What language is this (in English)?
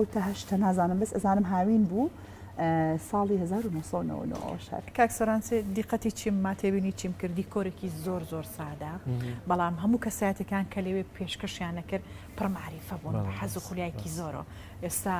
Central Kurdish